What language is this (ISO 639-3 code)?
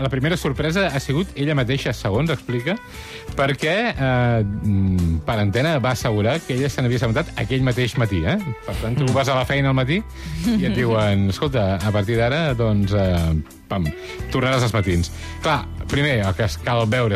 cat